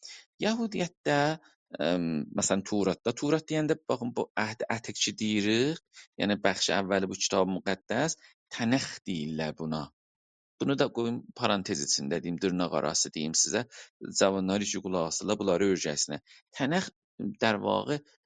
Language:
South Azerbaijani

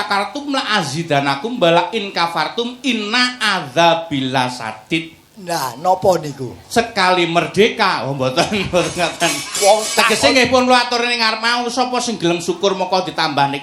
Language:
Javanese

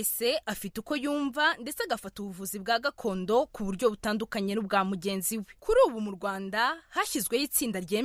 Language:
Kinyarwanda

